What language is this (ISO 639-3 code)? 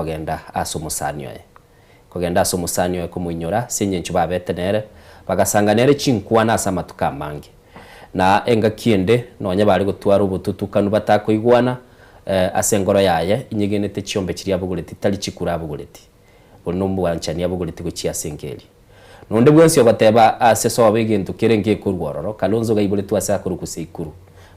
guz